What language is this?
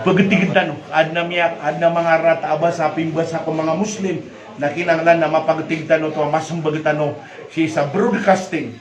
Maranao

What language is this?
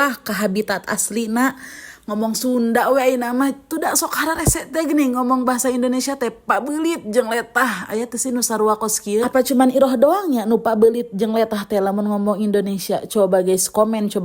Sundanese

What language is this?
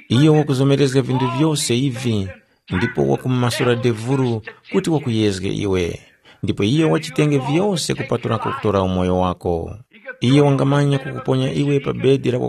Tumbuka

